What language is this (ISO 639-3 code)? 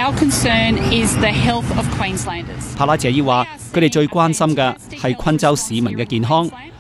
yue